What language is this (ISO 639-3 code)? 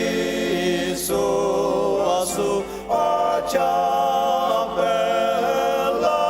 njo